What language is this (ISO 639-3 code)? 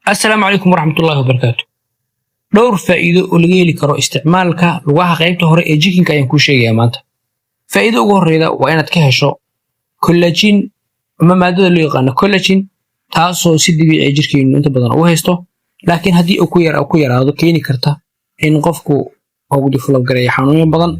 som